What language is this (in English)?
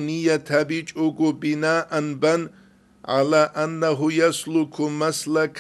Avaric